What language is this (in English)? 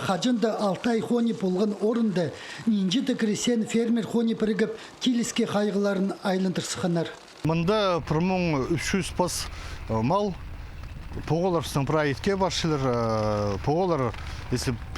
Khakas